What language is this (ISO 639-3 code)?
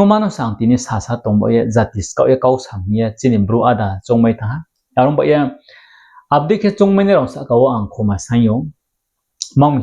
ria